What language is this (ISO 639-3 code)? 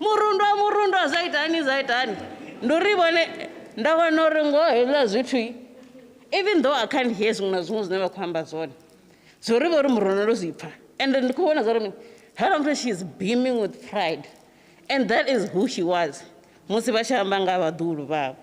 ven